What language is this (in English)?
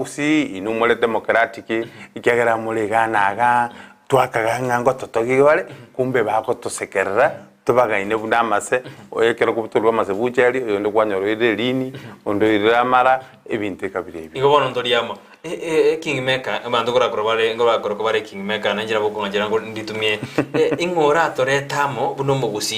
Gusii